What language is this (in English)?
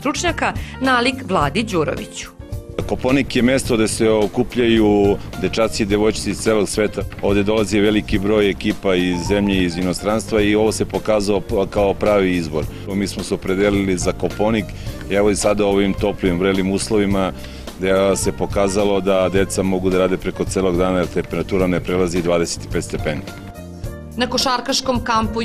Serbian